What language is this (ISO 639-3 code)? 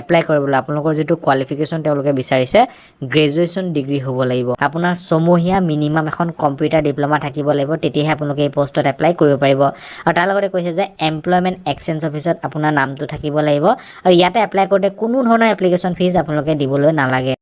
asm